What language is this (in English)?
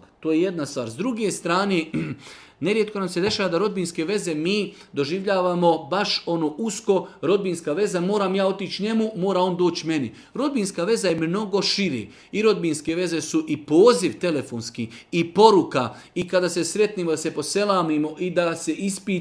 Serbian